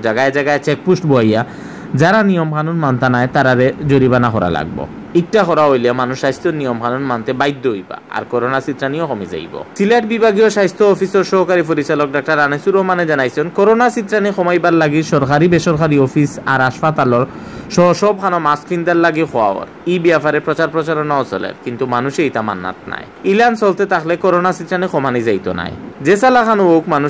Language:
Sylheti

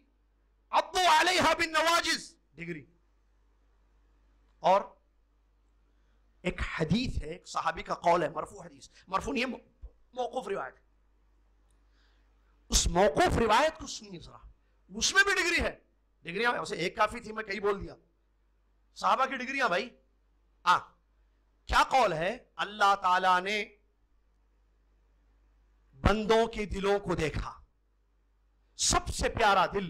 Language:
Urdu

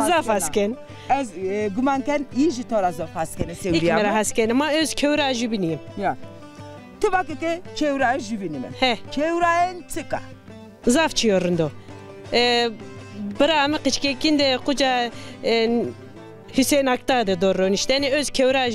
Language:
Zaza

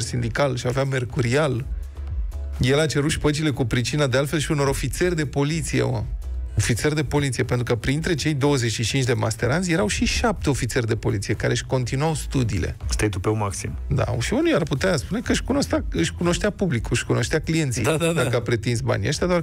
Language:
Romanian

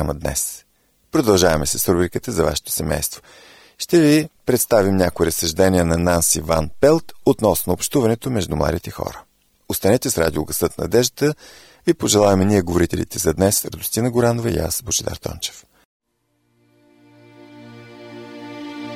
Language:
Bulgarian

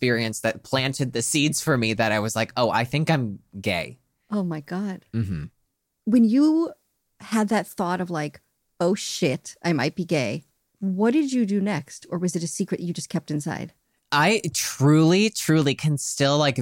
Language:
English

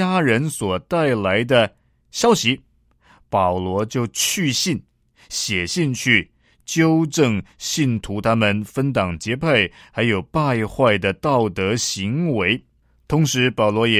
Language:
Chinese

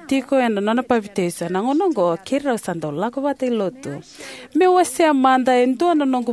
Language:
Fijian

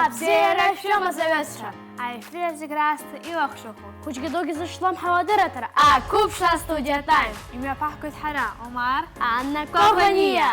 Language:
Abkhazian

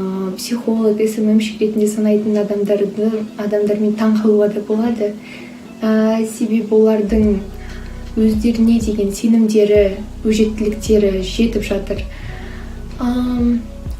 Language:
Kazakh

